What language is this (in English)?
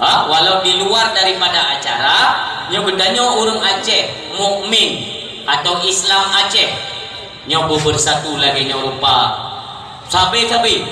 Achinese